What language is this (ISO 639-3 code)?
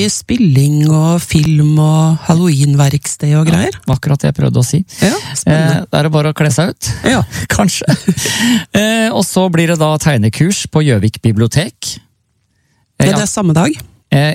nor